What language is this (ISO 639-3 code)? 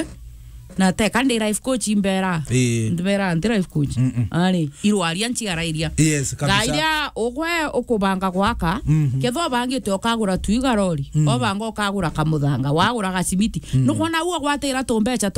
mer